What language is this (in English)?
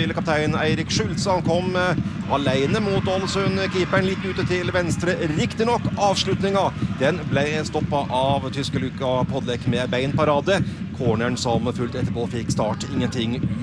Norwegian